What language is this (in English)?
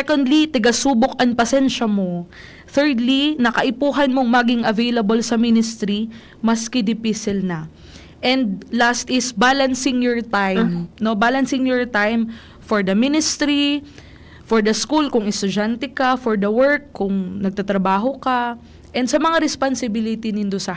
Bikol